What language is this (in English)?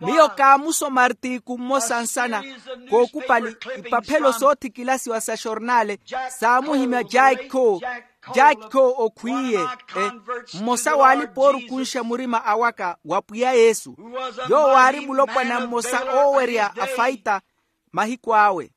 Makhuwa